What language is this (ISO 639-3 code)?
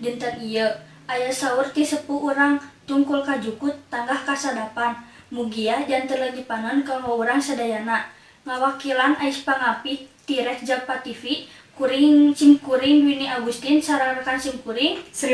sun